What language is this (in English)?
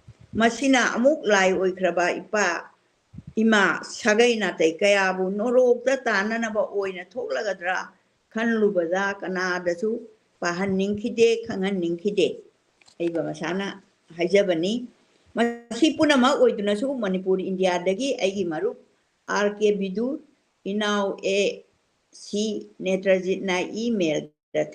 Manipuri